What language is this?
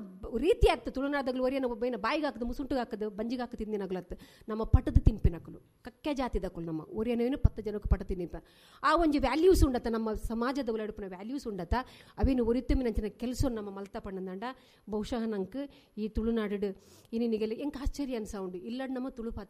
Tulu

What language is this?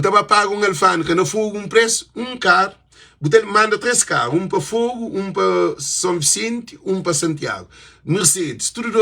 Kabuverdianu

